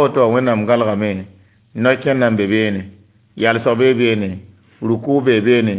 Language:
Mossi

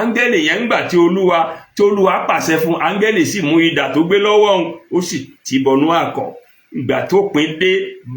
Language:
Yoruba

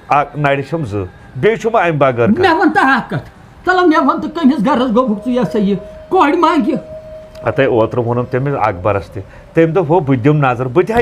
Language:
Kashmiri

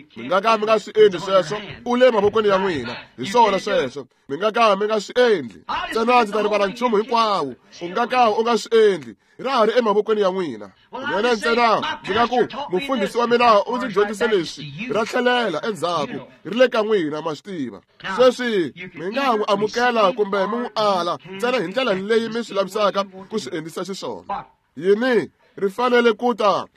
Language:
Tsonga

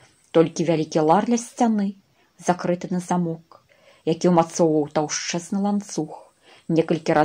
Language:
Belarusian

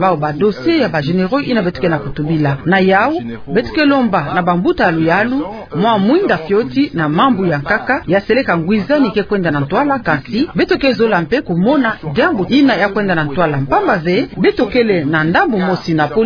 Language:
Kituba (Democratic Republic of Congo)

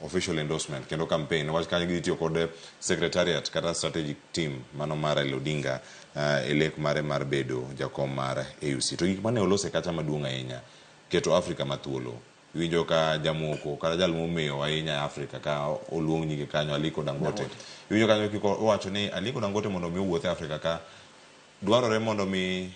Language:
Luo (Kenya and Tanzania)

